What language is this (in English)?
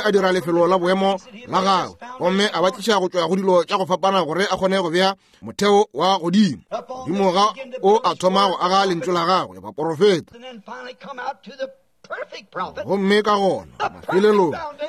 Northern Sotho